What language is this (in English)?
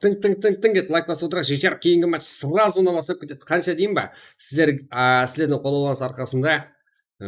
Kara-Kalpak